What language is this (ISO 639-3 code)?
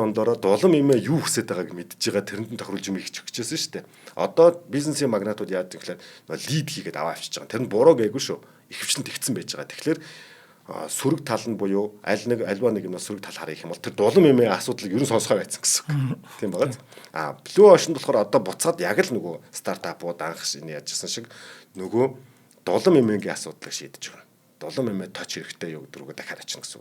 mon